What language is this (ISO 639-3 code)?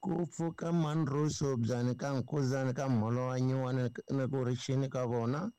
tso